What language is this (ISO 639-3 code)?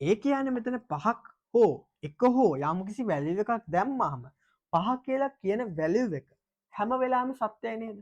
sin